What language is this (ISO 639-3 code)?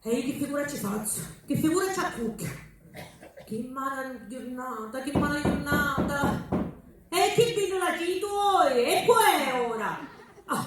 scn